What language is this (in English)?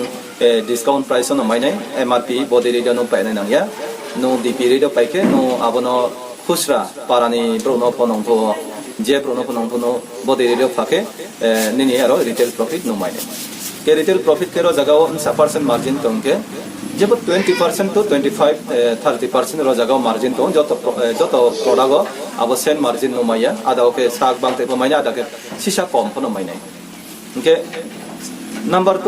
Riang (India)